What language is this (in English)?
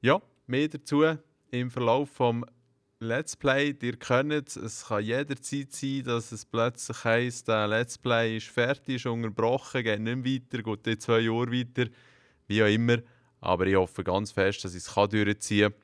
Swiss German